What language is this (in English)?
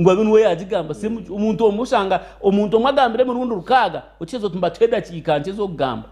Nyankole